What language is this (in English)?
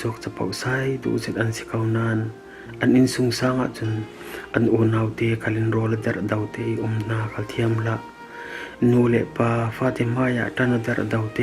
Falam Chin